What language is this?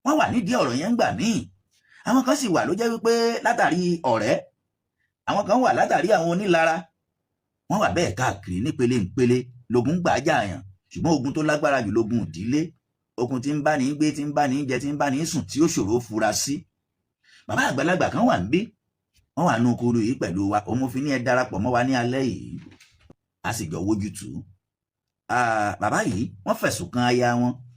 Yoruba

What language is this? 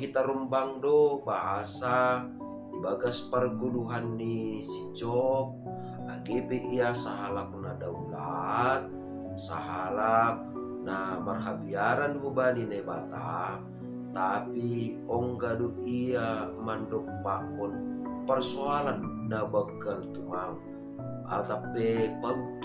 Batak Simalungun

